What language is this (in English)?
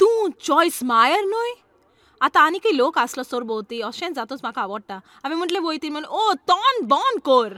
Konkani